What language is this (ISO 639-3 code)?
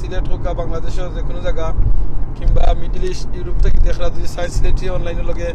syl